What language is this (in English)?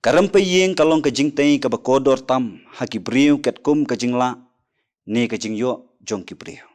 Khasi